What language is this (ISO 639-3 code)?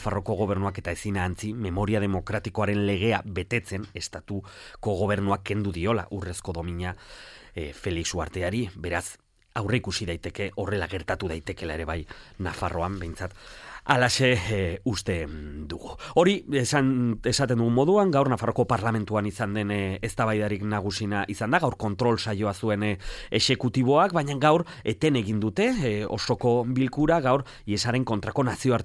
eus